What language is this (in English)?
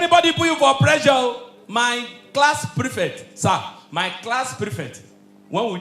Nigerian Pidgin